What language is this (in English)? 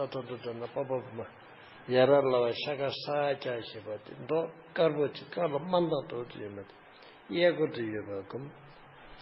Tibetan